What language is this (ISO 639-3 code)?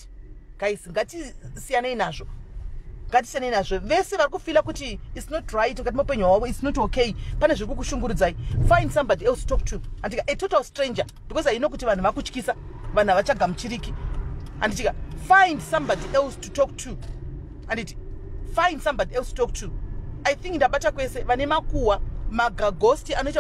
sna